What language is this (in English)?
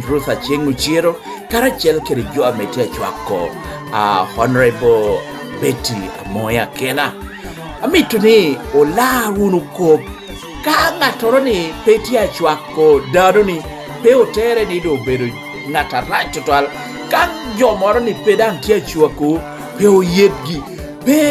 Lango (Uganda)